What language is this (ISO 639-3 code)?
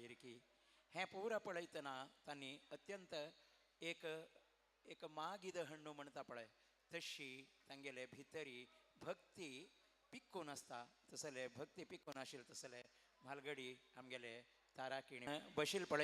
kok